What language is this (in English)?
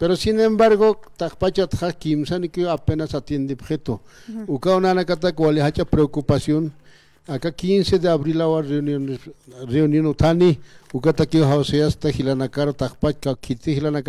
Aymara